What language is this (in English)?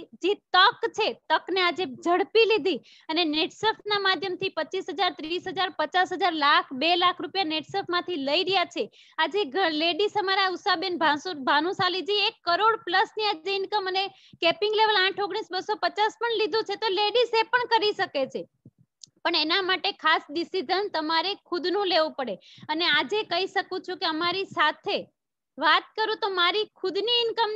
Gujarati